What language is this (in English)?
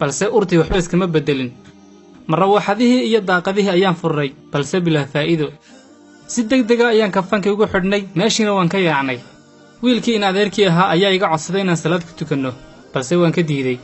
Somali